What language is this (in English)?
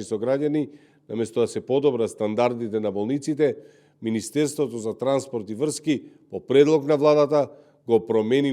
Macedonian